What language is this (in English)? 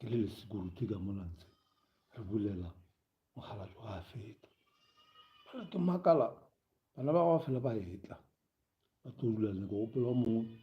Northern Sotho